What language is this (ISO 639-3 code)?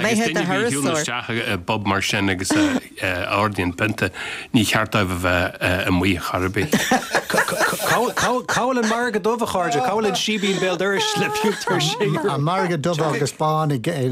gle